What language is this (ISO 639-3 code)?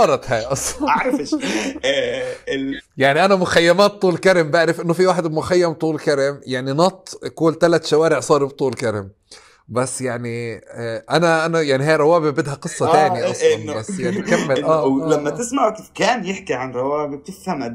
apc